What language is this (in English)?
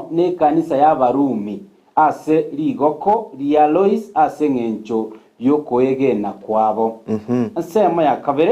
Gusii